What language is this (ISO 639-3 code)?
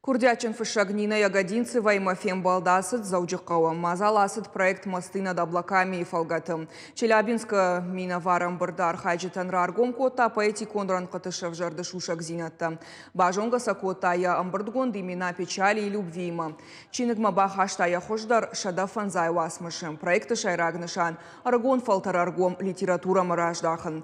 oss